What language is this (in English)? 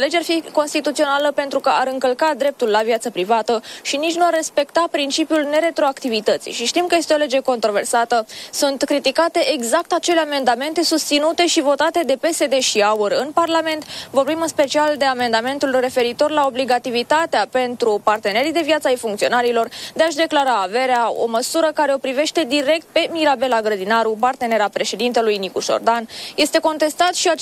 Romanian